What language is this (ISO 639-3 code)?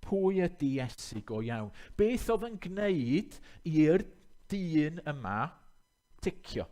cym